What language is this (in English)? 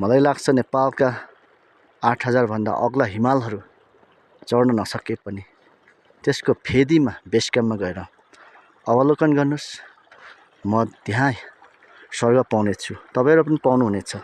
Nepali